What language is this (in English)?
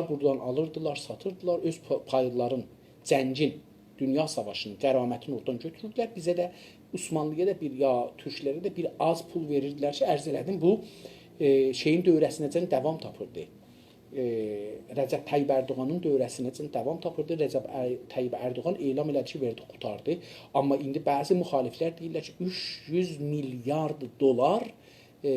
South Azerbaijani